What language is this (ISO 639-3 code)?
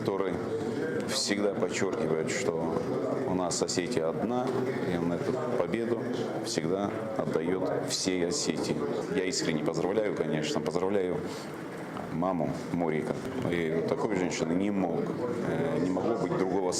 oss